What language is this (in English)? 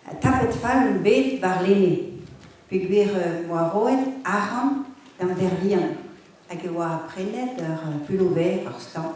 Breton